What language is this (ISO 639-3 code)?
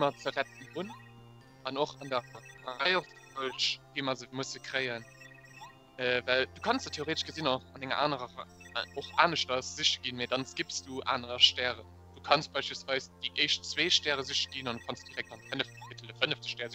ltz